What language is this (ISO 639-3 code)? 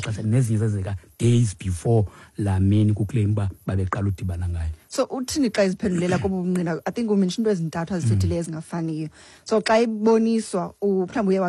xho